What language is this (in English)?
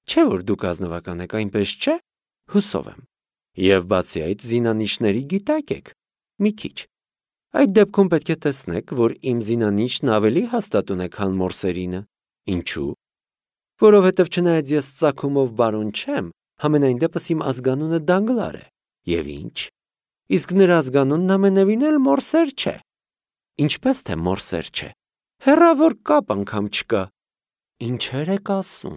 Armenian